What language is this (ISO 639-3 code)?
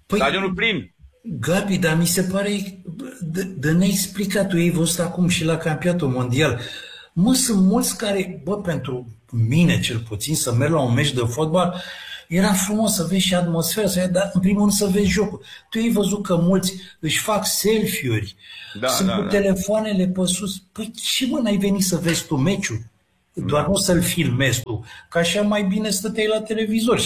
ron